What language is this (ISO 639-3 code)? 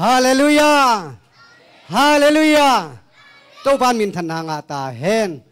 ctd